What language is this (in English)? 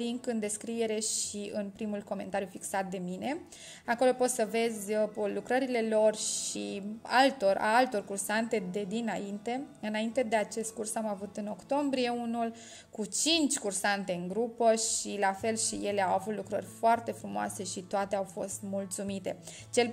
Romanian